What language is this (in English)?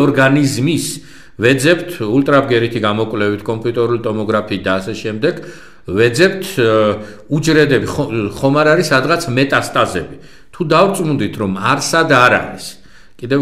Georgian